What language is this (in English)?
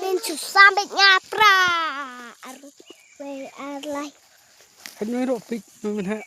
Khasi